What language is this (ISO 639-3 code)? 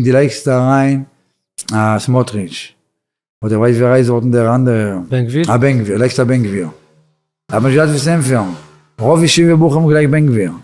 yid